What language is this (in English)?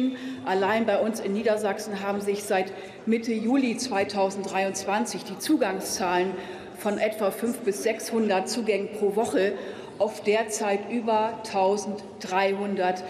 German